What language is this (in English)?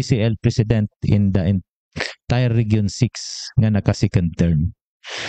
Hiligaynon